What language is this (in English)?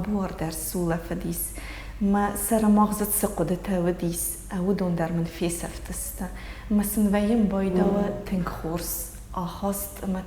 Ossetic